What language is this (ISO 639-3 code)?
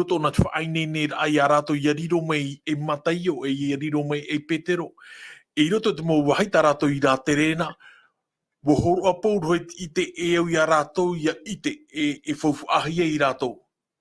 tah